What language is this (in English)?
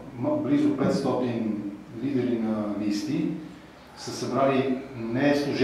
Bulgarian